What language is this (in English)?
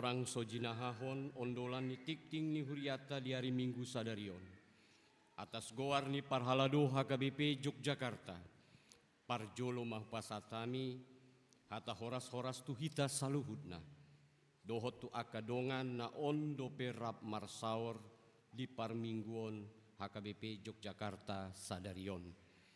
Batak Toba